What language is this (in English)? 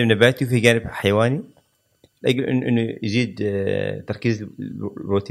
Gulf Arabic